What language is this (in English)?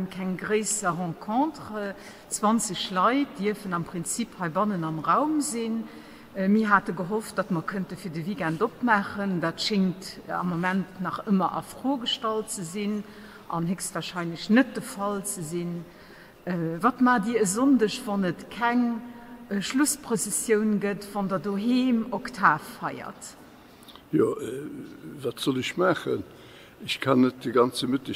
Luxembourgish